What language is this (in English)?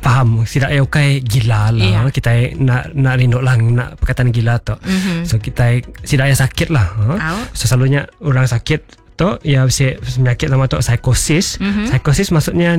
Iban